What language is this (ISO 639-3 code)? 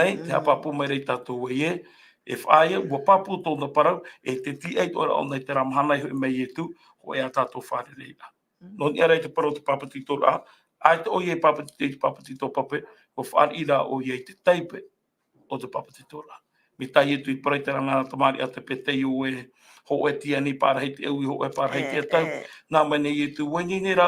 tah